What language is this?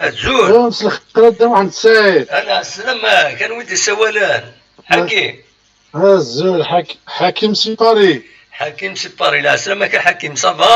Kabyle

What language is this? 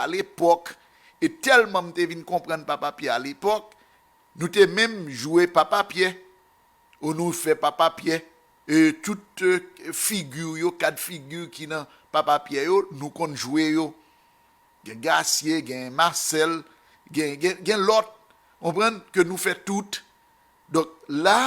Haitian Creole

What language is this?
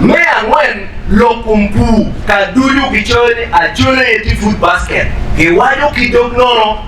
Acoli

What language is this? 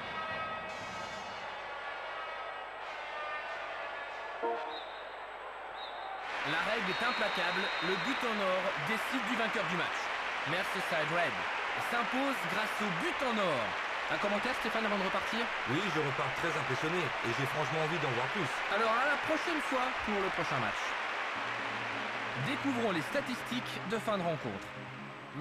French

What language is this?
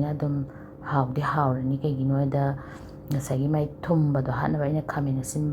Manipuri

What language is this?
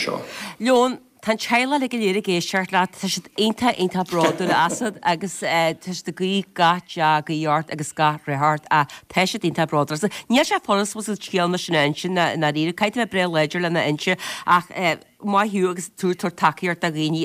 Irish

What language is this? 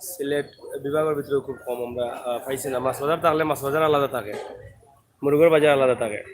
Sylheti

